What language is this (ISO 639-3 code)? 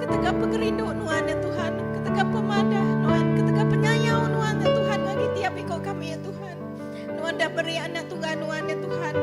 iba